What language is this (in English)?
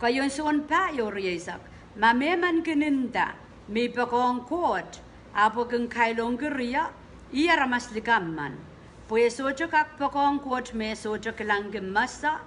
Pohnpeian